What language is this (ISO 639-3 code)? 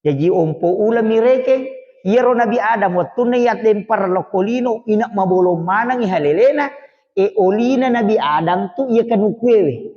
bug